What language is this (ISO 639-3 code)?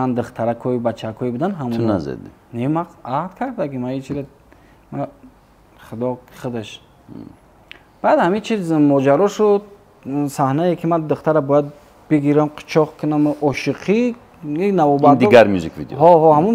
tgk